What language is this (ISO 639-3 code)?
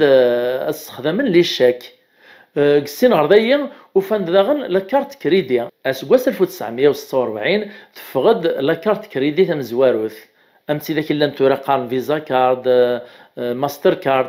kab